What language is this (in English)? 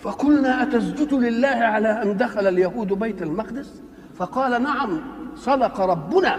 Egyptian Arabic